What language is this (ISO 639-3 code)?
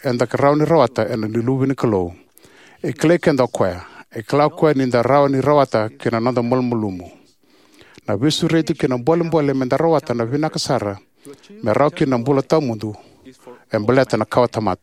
fij